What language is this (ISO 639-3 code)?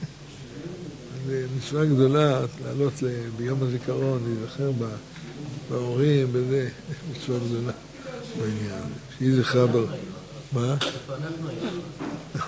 heb